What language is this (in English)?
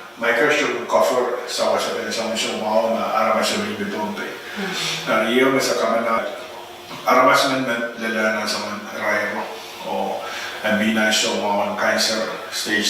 Pohnpeian